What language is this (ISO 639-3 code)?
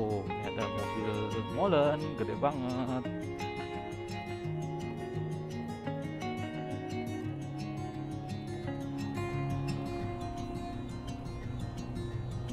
ind